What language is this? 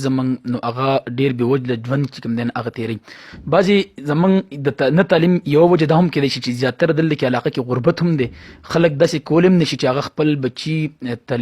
Pashto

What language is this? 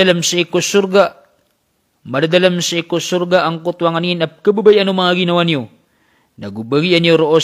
Maranao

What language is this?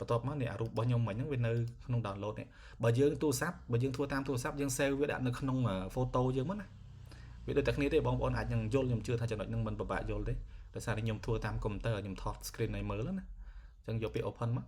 Khmer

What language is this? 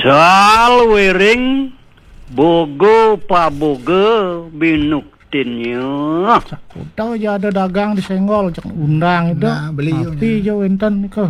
Balinese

